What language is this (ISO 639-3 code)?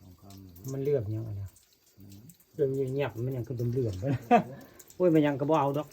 tts